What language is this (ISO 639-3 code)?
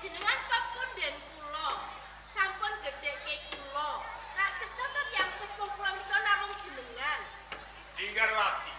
jav